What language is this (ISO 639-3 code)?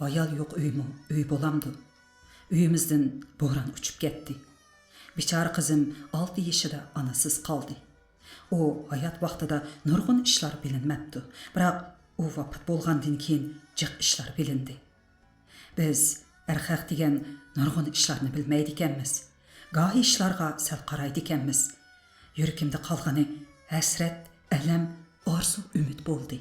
uig